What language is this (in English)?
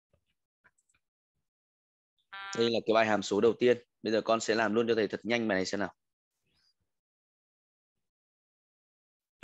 Vietnamese